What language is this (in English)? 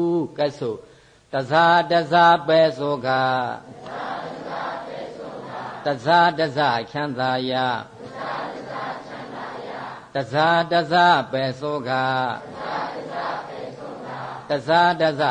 Burmese